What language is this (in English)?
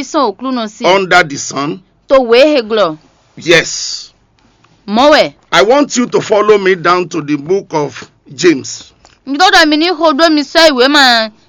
Fon